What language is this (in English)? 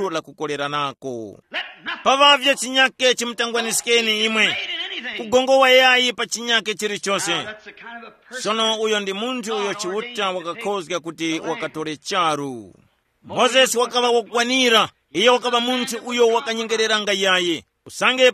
Tumbuka